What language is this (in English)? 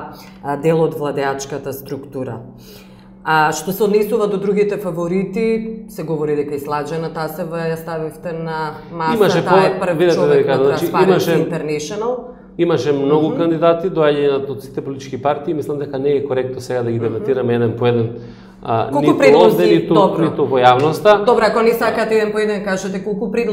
Macedonian